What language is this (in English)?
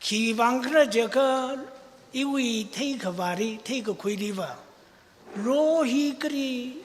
Tangkhul Naga (India)